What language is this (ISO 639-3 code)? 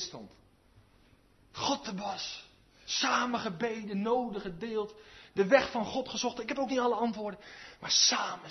nld